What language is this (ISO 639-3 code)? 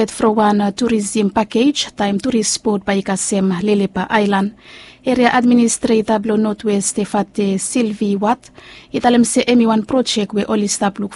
bis